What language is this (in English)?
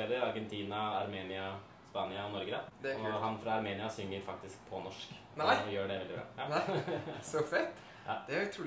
Norwegian